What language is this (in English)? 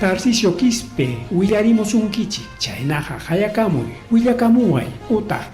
Ayacucho Quechua